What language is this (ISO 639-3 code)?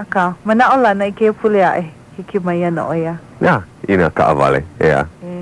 haw